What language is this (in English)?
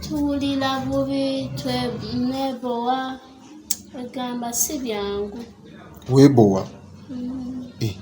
Ganda